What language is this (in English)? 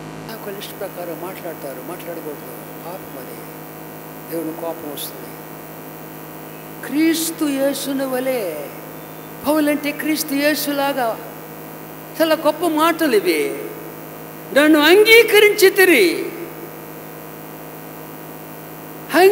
Telugu